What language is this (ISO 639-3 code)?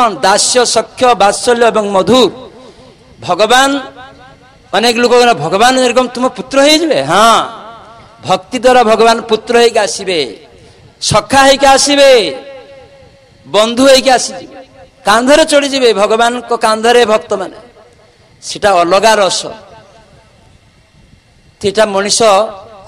ori